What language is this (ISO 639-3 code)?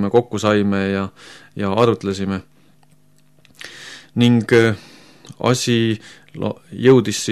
est